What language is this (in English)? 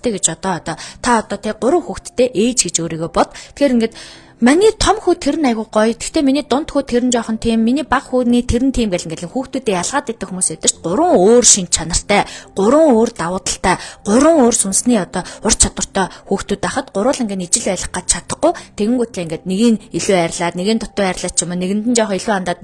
Mongolian